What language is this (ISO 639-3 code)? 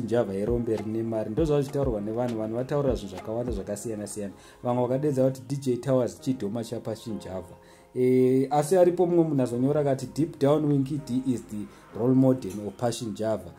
sna